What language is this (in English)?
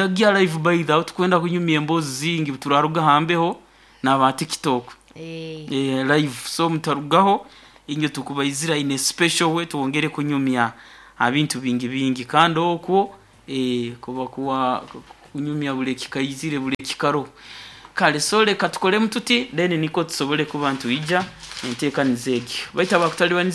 Nyoro